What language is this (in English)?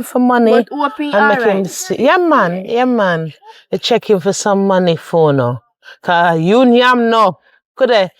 Jamaican Creole English